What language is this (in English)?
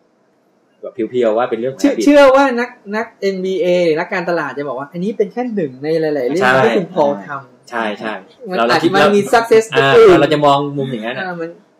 Thai